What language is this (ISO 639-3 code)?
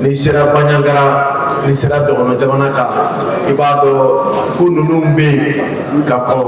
bam